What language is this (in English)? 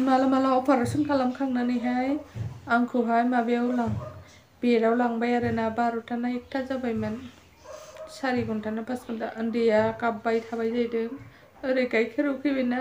Bodo